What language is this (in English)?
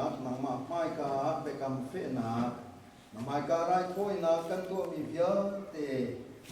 Hakha Chin